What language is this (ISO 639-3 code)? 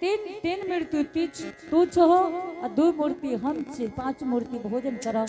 anp